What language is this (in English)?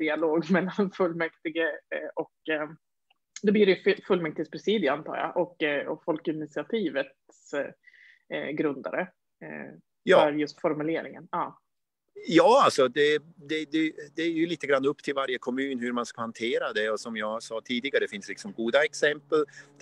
Swedish